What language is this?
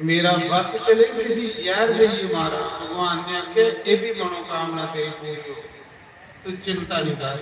Dogri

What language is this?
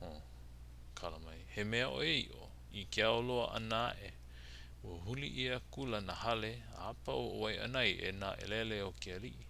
Hawaiian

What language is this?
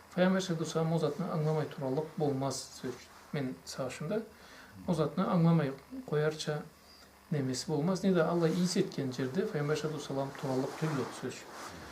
Karachay-Balkar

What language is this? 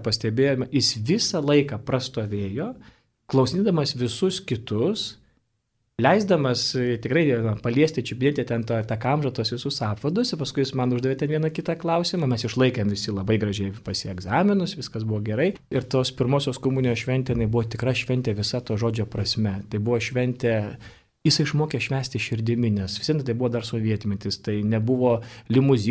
Lithuanian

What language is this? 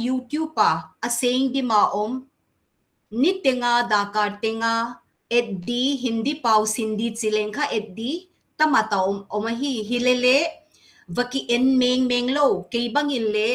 Paite Chin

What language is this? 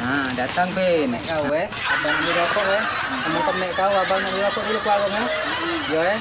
Musi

